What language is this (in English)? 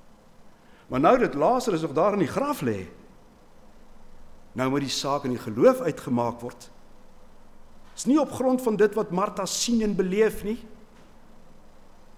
Afrikaans